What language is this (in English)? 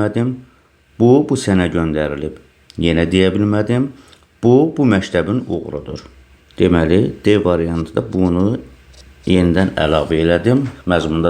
Azerbaijani